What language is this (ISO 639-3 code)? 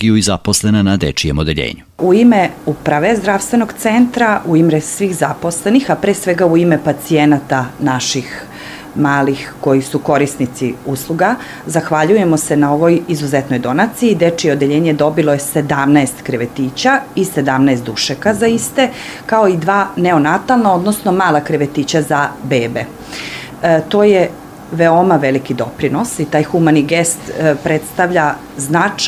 srp